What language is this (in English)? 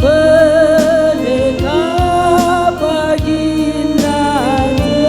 Batak Karo